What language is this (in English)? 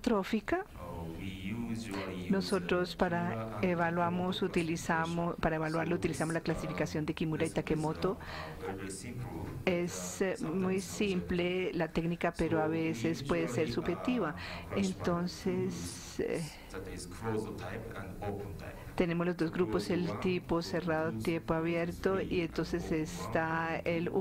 Spanish